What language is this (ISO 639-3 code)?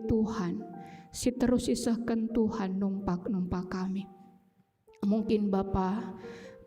btx